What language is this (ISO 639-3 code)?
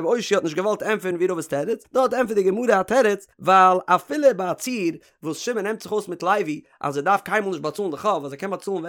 yid